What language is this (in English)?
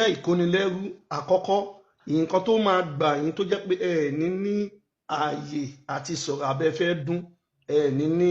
Yoruba